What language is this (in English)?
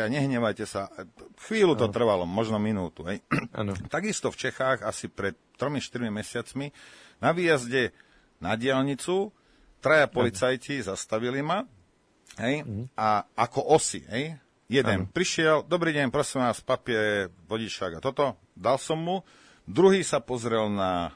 Slovak